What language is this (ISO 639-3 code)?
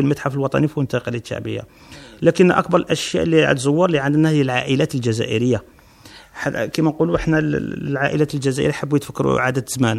arq